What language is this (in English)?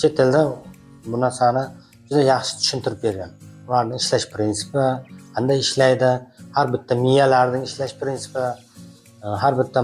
Uzbek